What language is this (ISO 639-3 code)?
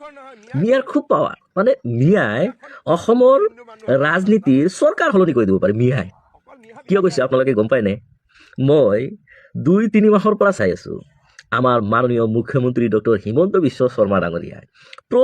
asm